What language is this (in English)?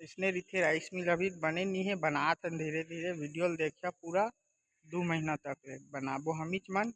Chhattisgarhi